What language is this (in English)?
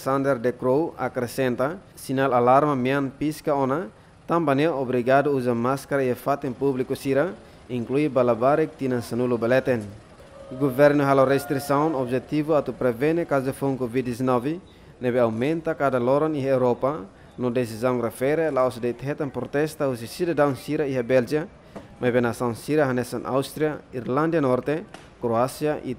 Tetum